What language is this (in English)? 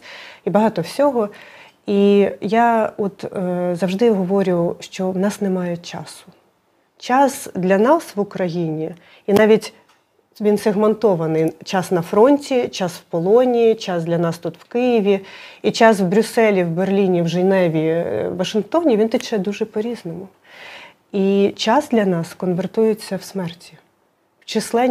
Ukrainian